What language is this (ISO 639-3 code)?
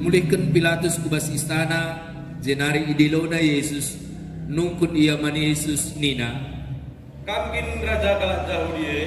btx